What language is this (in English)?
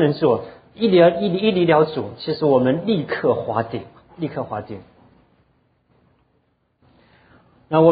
Chinese